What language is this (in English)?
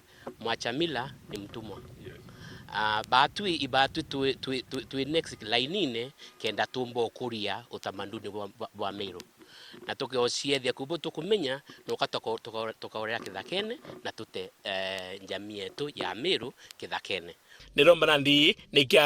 Meru